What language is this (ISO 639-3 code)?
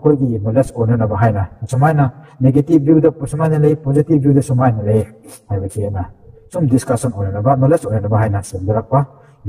mni